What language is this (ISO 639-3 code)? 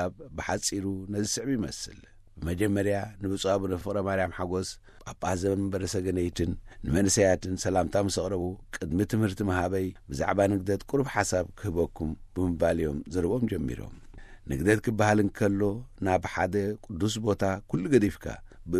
tir